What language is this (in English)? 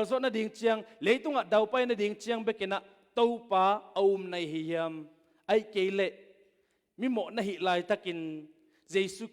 Tedim Chin